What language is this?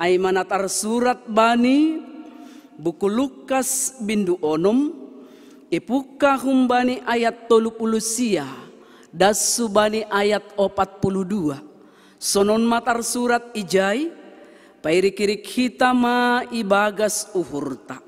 Batak Simalungun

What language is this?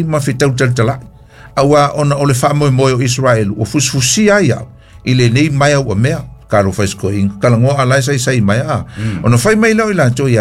Samoan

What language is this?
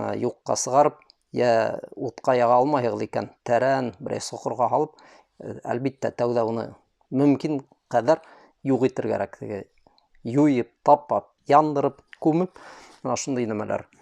Bashkir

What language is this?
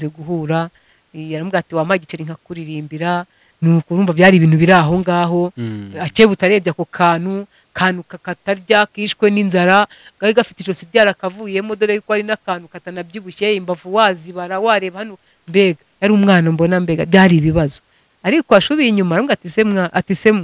Kinyarwanda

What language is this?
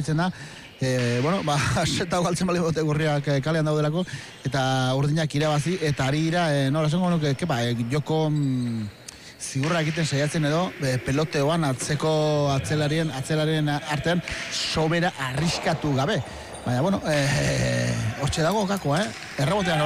Basque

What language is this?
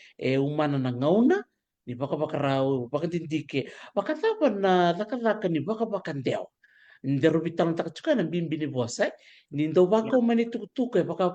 Fijian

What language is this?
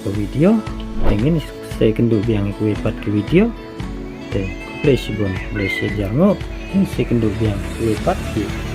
Khasi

